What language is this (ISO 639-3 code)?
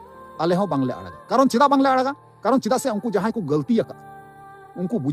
sat